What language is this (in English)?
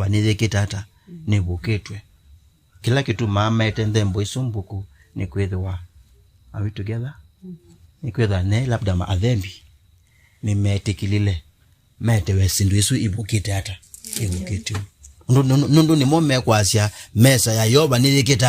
Kamba